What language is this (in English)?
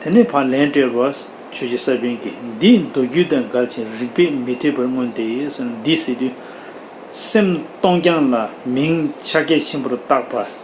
Tibetan